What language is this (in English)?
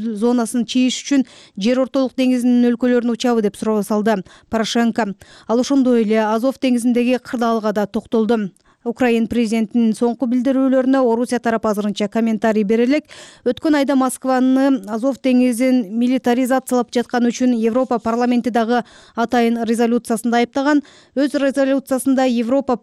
Kyrgyz